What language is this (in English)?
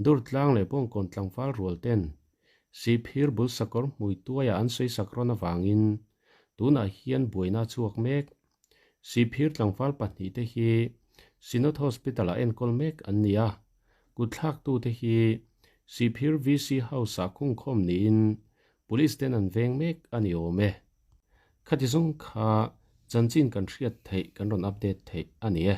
Mizo